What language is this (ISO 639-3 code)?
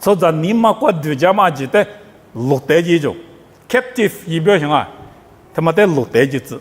lis